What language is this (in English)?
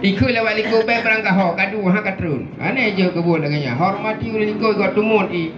Achinese